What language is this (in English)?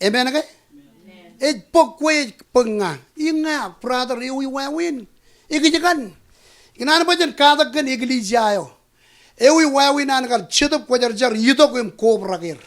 Marshallese